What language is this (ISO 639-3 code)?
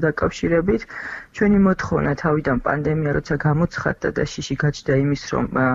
kat